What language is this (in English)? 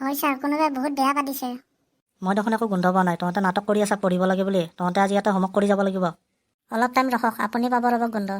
Assamese